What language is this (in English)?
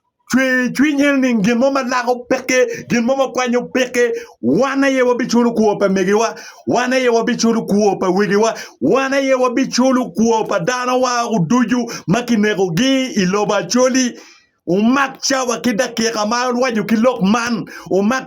Acoli